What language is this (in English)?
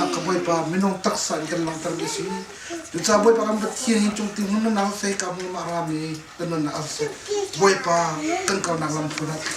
Hakha Chin